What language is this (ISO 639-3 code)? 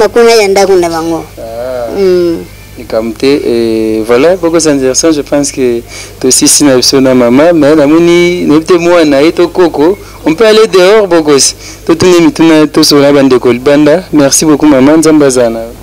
lin